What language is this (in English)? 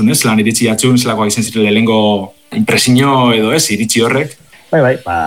Basque